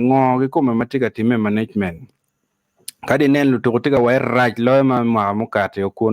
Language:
Acoli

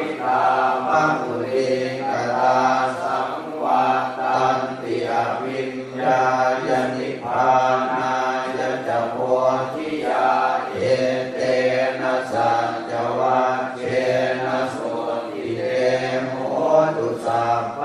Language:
Pali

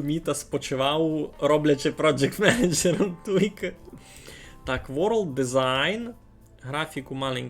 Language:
Rusyn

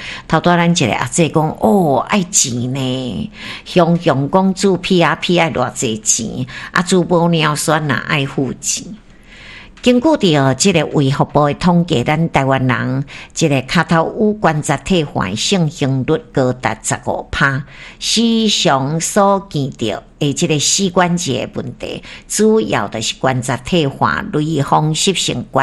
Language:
Min Nan Chinese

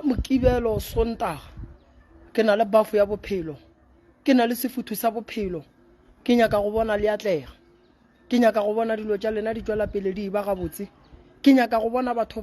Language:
Northern Sotho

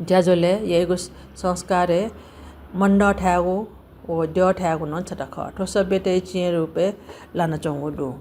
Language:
Newari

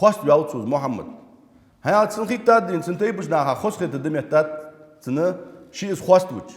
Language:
Ingush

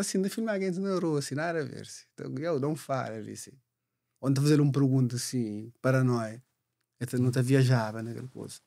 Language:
Kabuverdianu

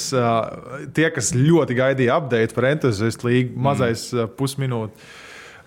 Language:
Latvian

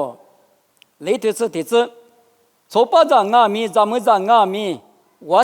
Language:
Lisu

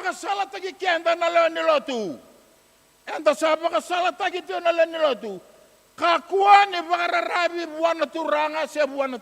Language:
Fijian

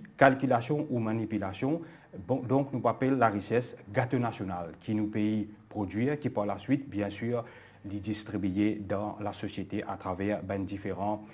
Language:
Morisyen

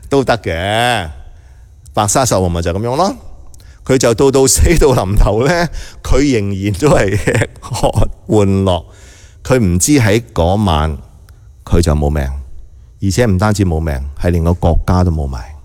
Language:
Cantonese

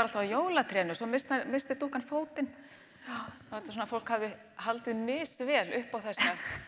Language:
Icelandic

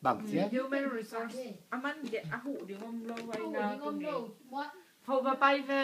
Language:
Tedim Chin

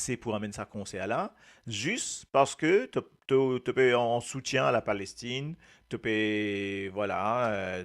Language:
Morisyen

